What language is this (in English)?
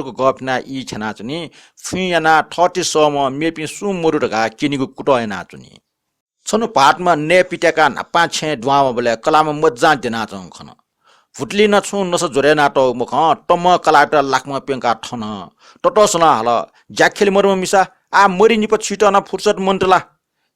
Newari